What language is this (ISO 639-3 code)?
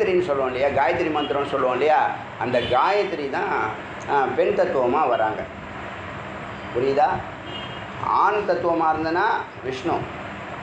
tam